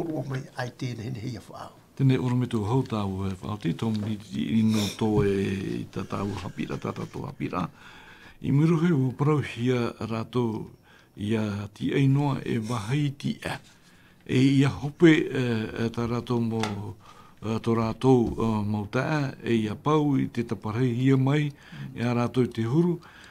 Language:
Tahitian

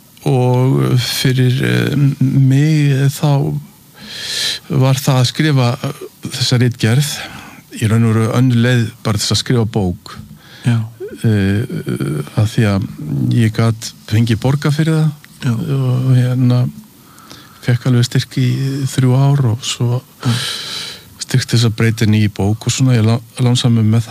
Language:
Icelandic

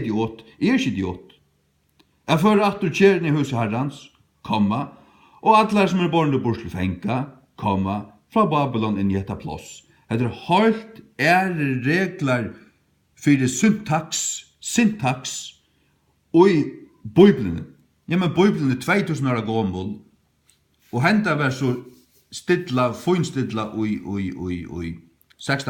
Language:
Faroese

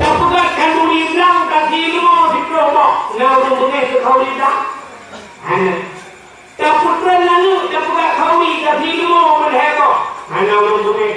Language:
Achinese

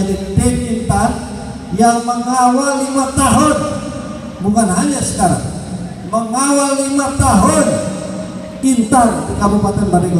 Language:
Indonesian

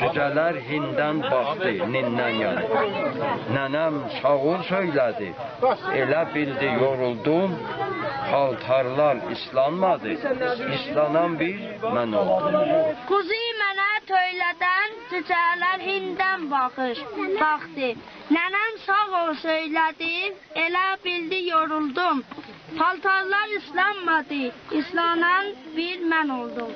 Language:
South Azerbaijani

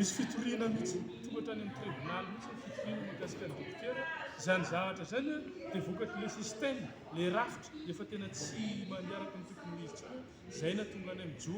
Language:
Malagasy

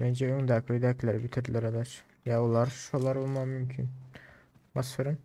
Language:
Turkmen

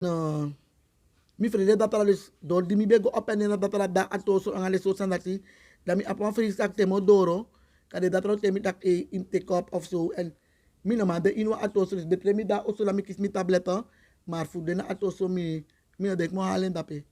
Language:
Sranan Tongo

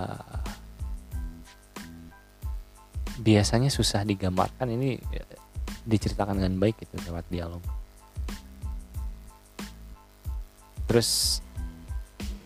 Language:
Indonesian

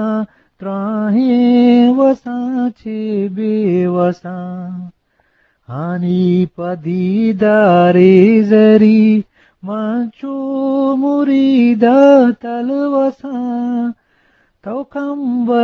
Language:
Eastern Balochi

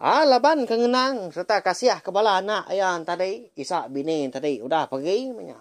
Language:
Iban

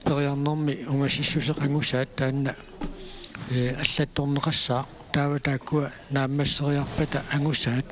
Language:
Kalaallisut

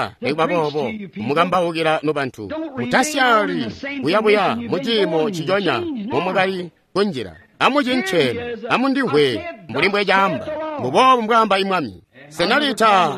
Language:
Tonga (Zambia)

